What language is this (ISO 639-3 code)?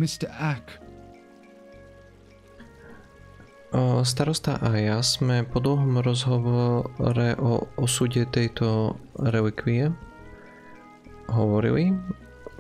slk